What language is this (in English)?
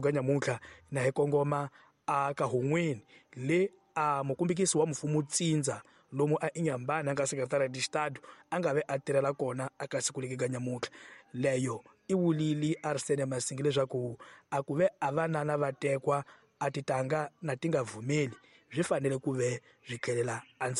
Tsonga